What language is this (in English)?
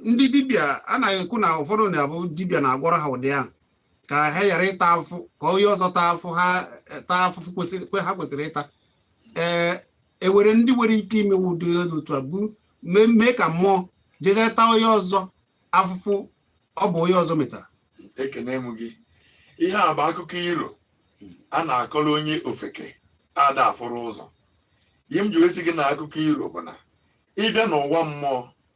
Igbo